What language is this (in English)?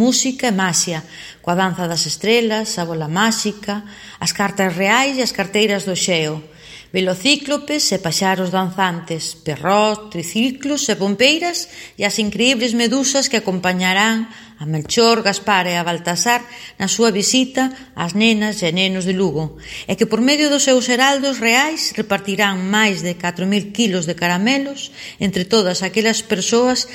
Galician